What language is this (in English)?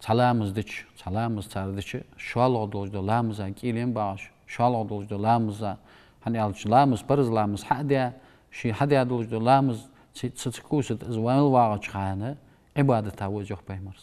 Ingush